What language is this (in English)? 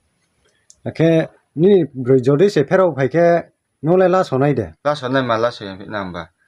Riang (India)